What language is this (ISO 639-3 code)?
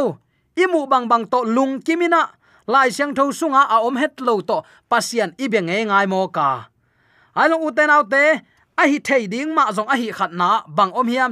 ctd